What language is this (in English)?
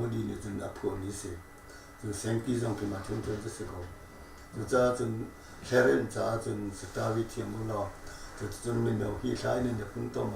Hakha Chin